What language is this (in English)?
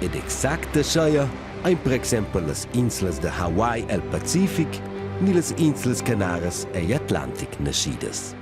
Romansh